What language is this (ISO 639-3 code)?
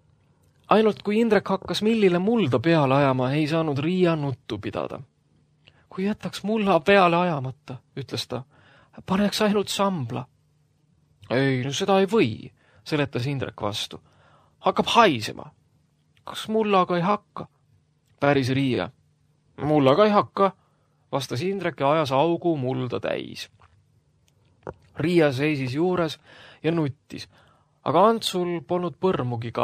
est